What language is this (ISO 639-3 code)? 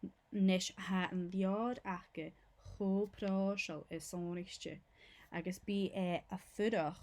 gla